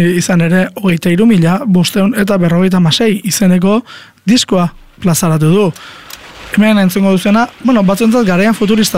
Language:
Basque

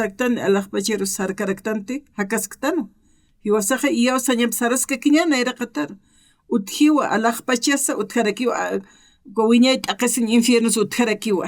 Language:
Aymara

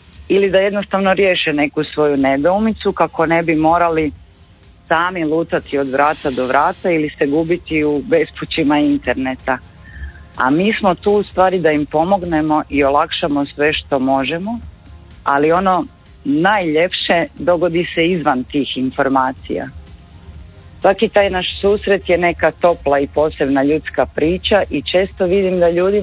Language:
Croatian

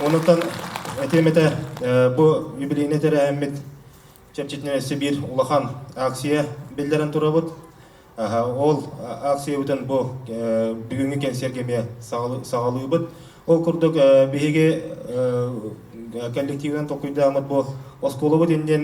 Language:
Yakut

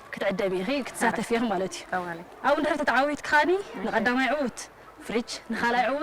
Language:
Tigrinya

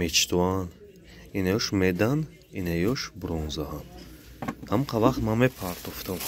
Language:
Tajik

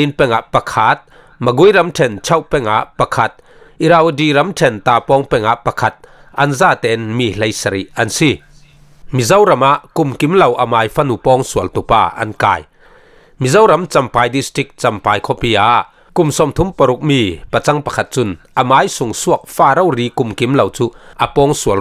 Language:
Falam Chin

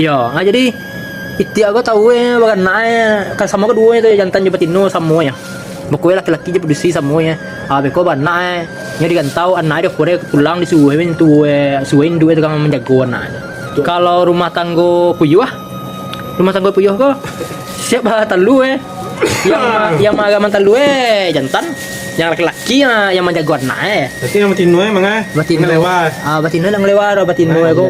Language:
Minangkabau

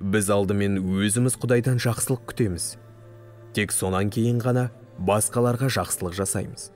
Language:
Kazakh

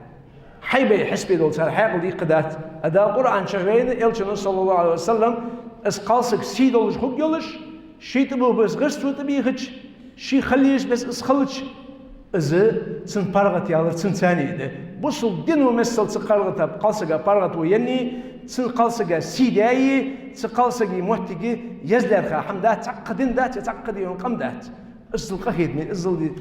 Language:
Ingush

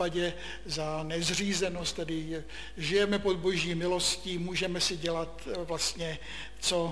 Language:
Czech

